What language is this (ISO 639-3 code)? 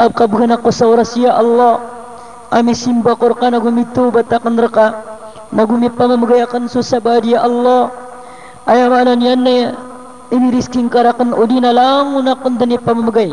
mrw